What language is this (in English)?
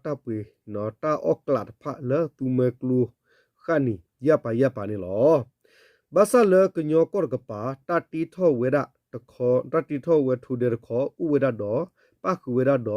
S'gaw Karen